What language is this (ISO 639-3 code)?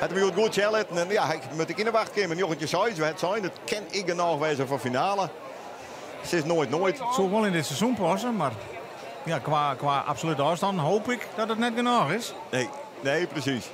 fry